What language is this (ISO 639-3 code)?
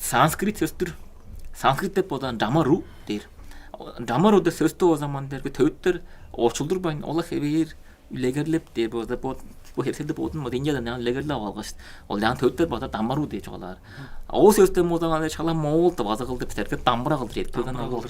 tyv